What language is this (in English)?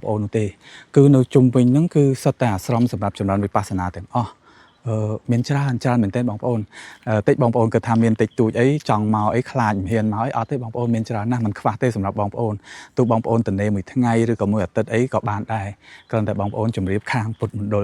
Khmer